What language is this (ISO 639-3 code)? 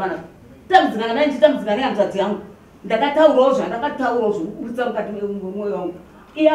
sna